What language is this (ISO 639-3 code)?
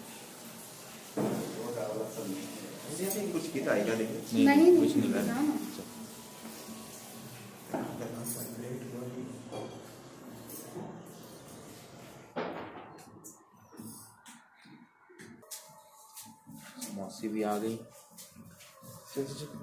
hin